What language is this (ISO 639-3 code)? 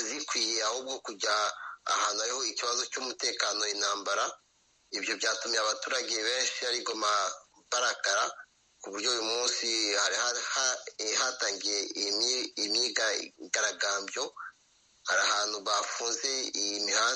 kin